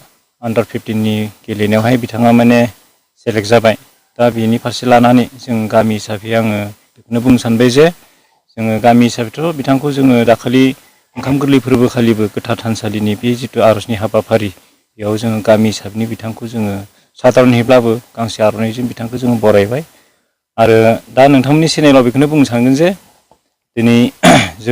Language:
Bodo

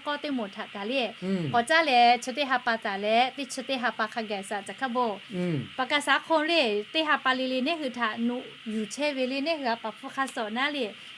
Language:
Lahu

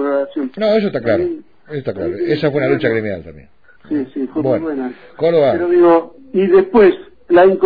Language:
Spanish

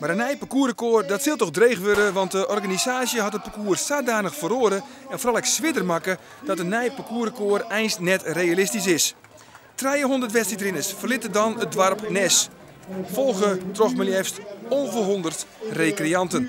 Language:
Western Frisian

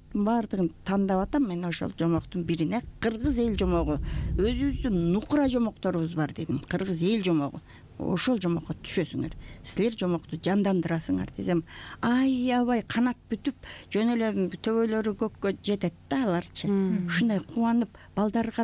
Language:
Kyrgyz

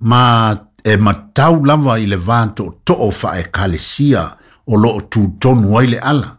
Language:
Samoan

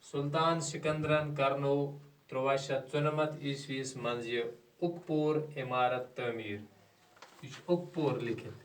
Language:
Kashmiri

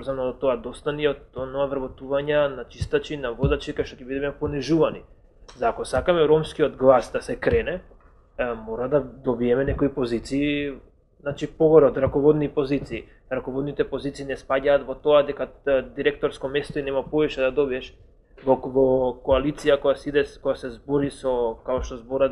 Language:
Macedonian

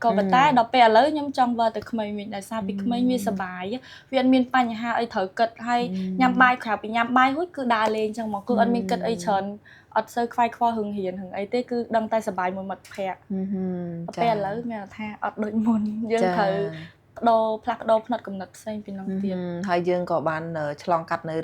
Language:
Khmer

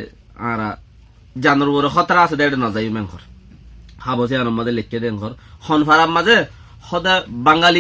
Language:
Rohingya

